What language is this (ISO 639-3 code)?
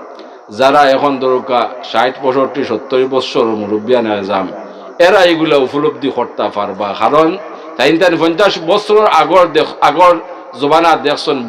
syl